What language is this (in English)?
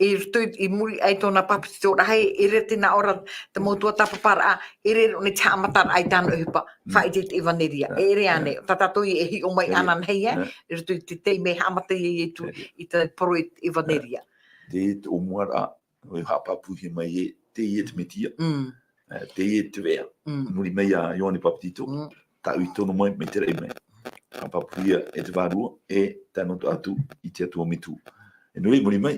Tahitian